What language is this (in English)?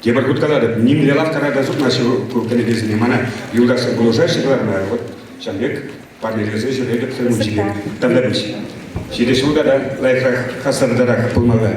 Chuvash